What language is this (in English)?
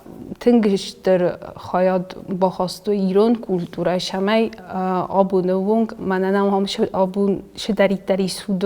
Ossetic